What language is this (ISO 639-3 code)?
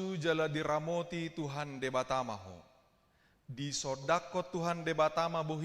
bbc